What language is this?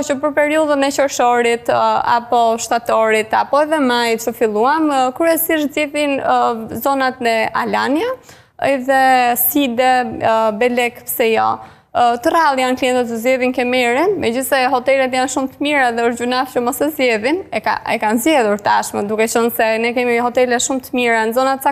Albanian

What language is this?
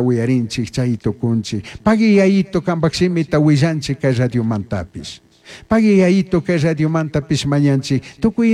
Chimborazo Highland Quichua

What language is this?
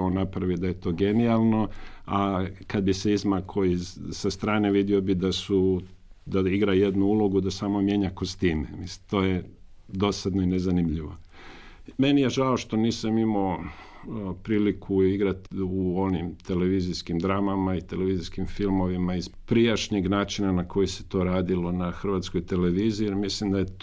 Croatian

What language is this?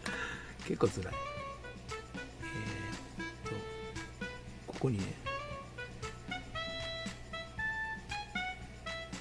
Japanese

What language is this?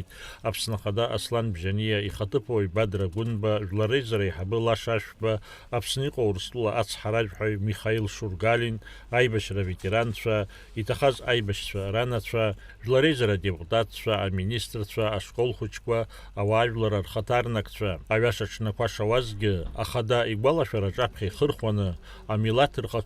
Abkhazian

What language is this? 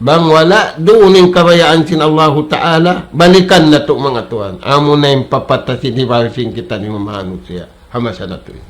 Tausug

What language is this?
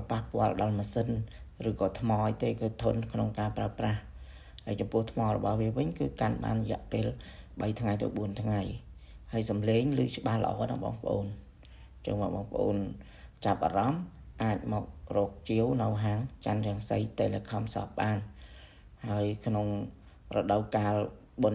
Khmer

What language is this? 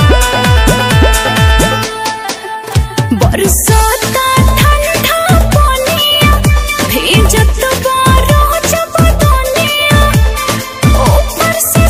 Bhojpuri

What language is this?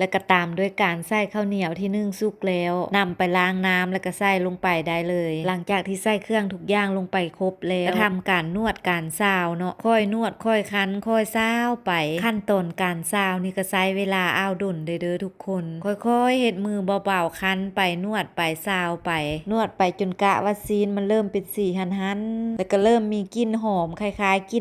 Lao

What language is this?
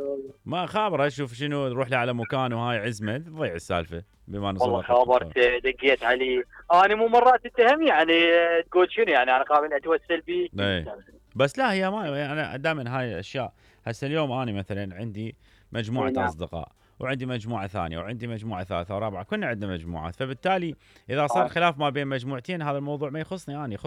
Mesopotamian Arabic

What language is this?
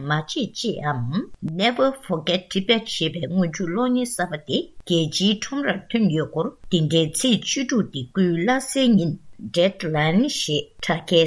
Tibetan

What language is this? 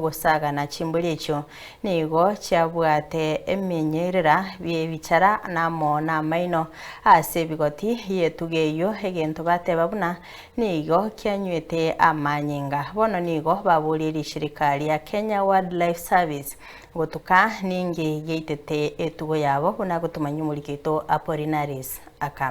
Gusii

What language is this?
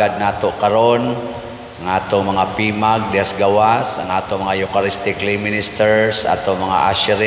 Cebuano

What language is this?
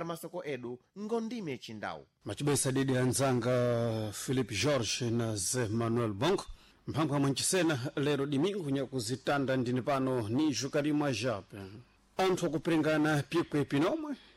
Sena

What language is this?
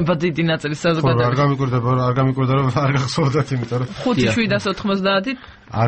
Georgian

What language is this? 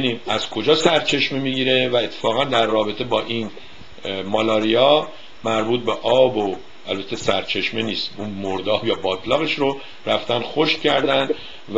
Persian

